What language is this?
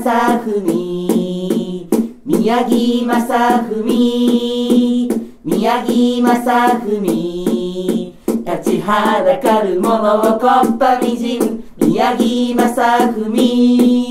Japanese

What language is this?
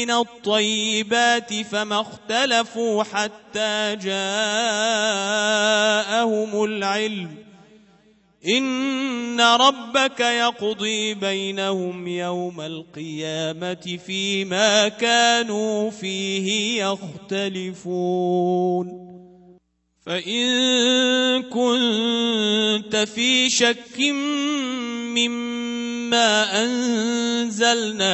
Arabic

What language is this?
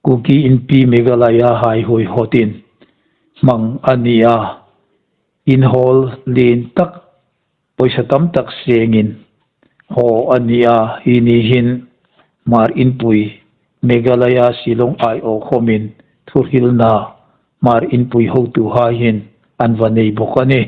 Hmar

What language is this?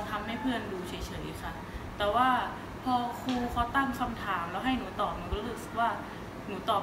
Thai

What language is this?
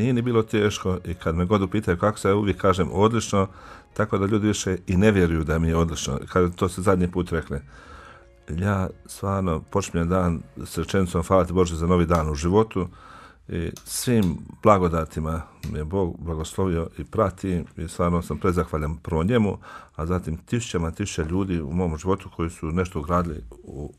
Bosnian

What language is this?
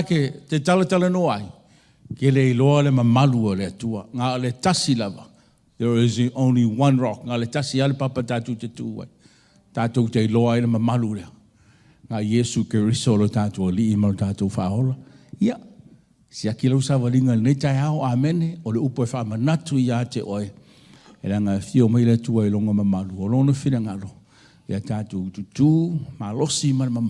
Samoan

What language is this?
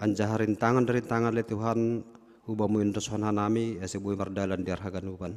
Batak Simalungun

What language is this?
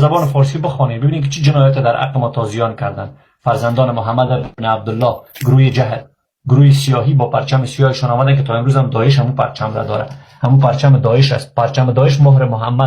Persian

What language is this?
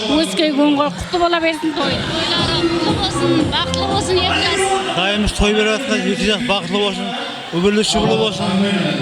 Kara-Kalpak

